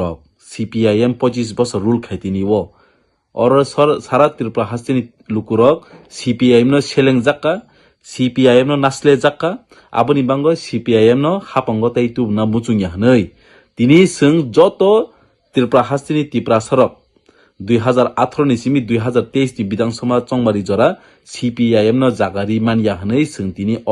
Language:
Kok Borok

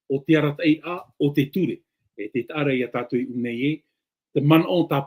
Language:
Tahitian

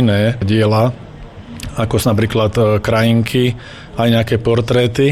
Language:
Slovak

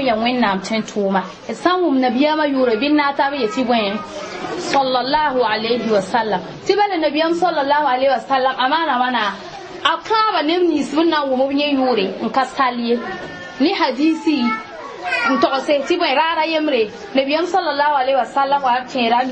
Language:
Mossi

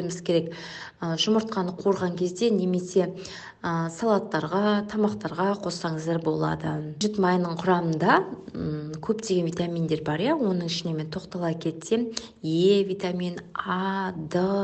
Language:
Kazakh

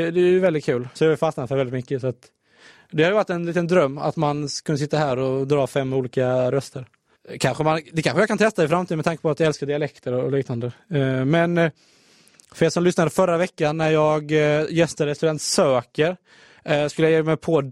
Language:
Swedish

